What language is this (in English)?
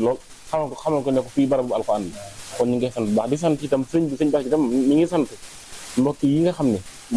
Wolof